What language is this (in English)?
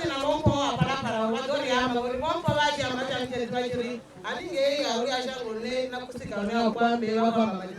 Venda